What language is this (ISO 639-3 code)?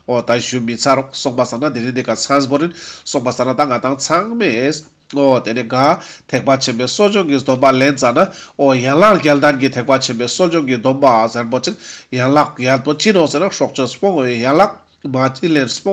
lbj